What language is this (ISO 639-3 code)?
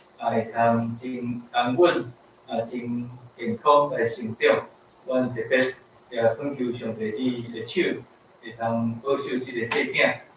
nan